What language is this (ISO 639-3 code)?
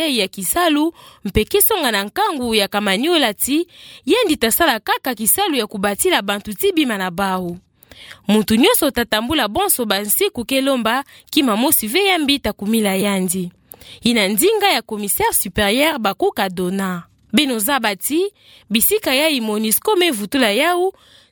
ktu